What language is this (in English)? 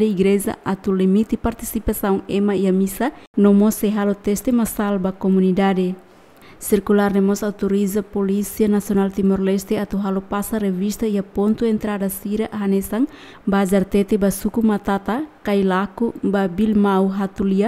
Tetum